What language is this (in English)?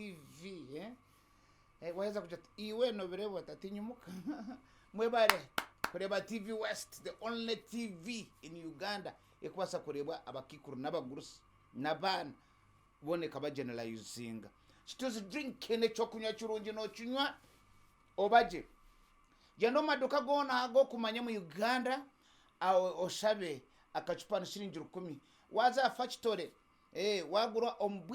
Nyankole